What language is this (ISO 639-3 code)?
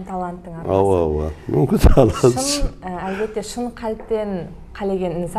kaa